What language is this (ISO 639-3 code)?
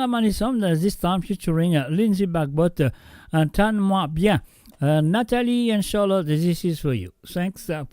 mfe